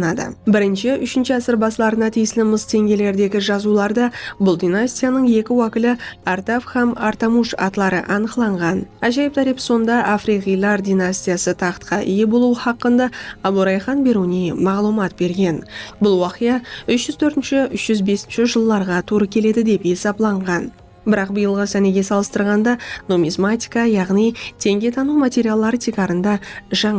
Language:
Kara-Kalpak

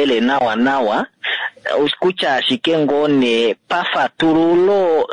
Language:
Kuanyama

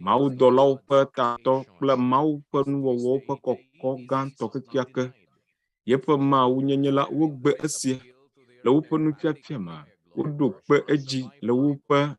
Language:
Ewe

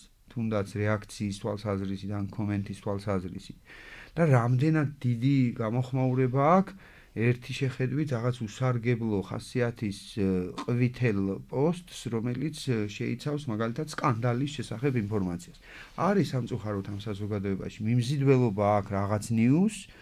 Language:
Georgian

